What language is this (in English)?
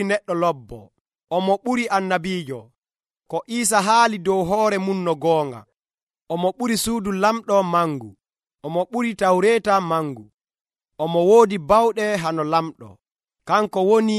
Nigerian Fulfulde